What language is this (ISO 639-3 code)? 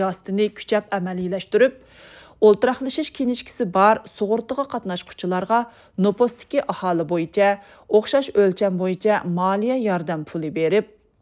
uig